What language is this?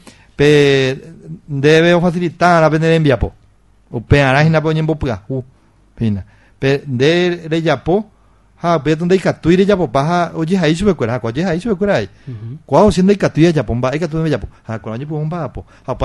Guarani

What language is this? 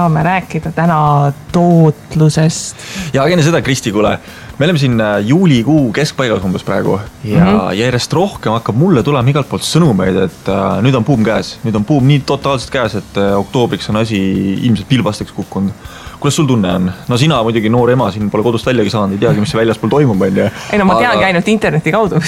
Estonian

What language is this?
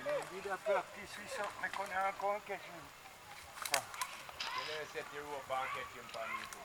Jamaican Creole English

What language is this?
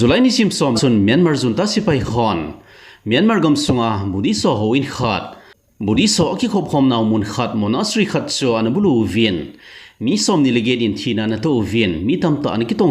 Thado Chin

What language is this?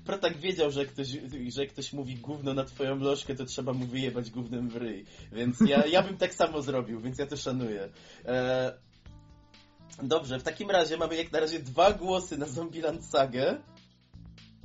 Polish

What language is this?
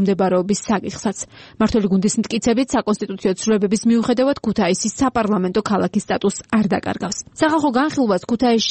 Georgian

